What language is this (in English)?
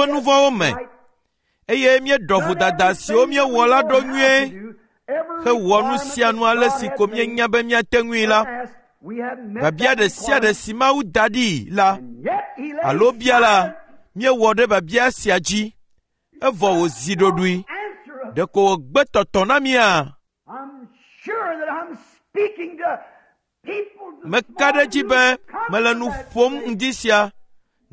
Ewe